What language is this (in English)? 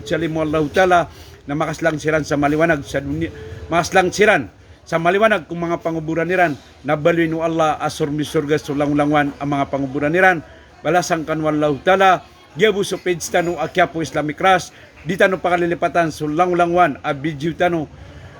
Maranao